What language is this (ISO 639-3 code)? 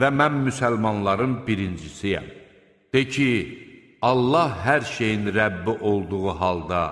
aze